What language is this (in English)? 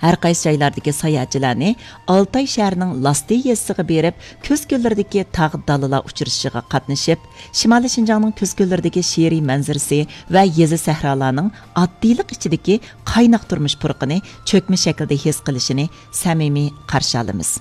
Uyghur